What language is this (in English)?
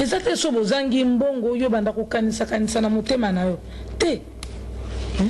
Lingala